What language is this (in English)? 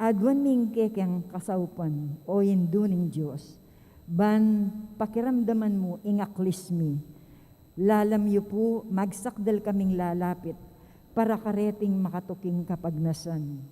Pampanga